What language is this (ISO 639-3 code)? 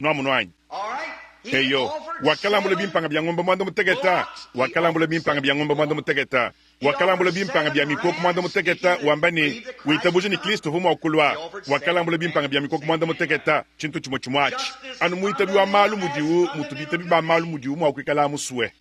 lua